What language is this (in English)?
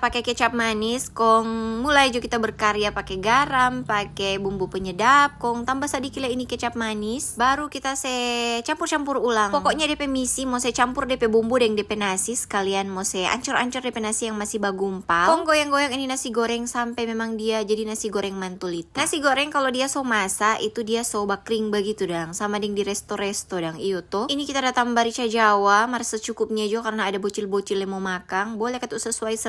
Manado Malay